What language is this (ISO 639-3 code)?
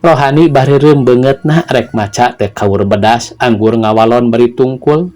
sun